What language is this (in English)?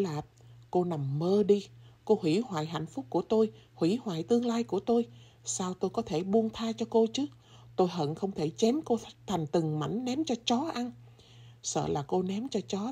Vietnamese